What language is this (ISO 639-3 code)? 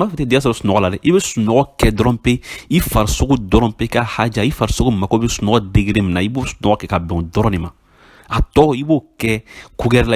bam